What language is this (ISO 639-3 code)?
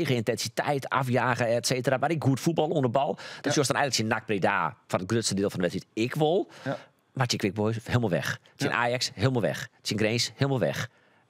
fry